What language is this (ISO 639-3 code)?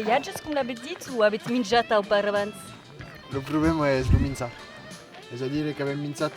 oci